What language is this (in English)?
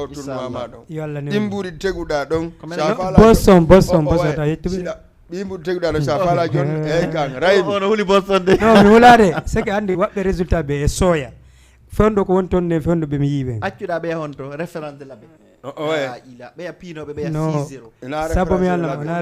Fula